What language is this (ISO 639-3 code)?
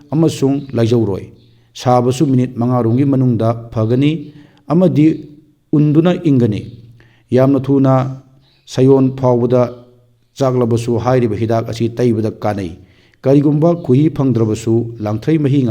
mni